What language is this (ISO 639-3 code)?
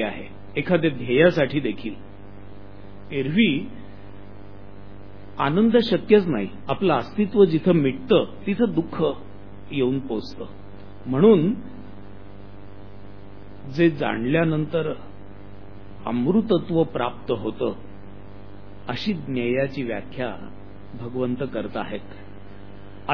mar